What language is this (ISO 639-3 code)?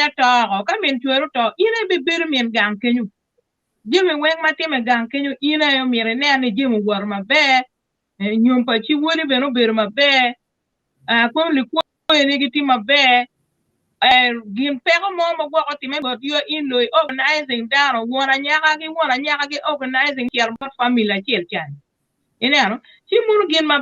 ach